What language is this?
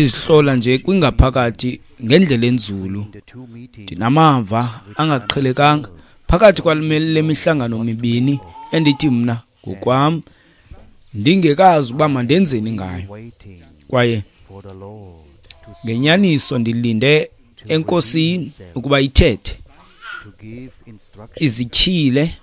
Xhosa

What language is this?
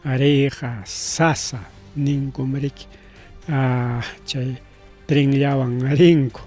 Ayacucho Quechua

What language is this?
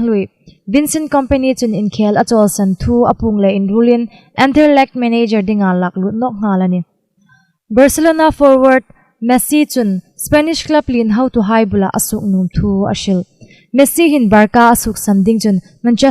Hmar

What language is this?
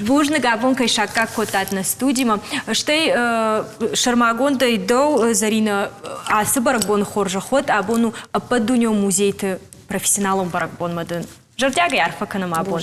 Ossetic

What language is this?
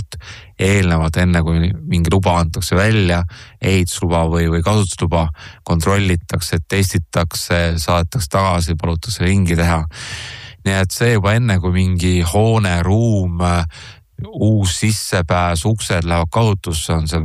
Estonian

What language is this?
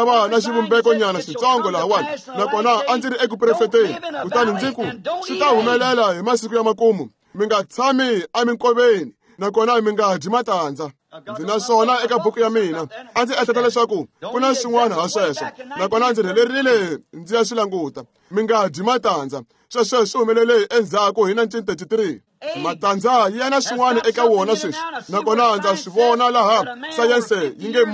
Tsonga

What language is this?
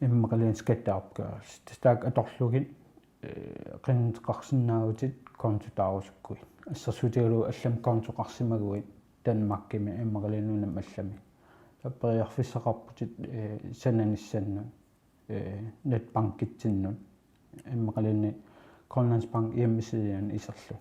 Kalaallisut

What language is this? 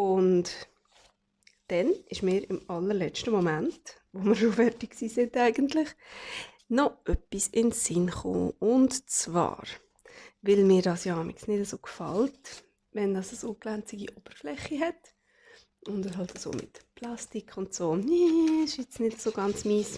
Swiss German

